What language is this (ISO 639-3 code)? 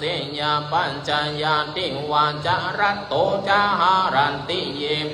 pli